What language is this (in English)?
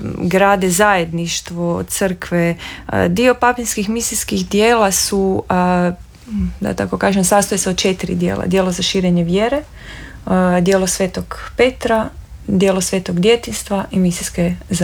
Croatian